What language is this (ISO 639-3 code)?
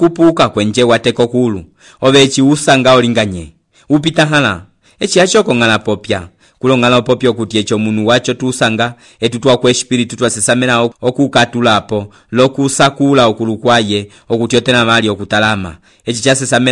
umb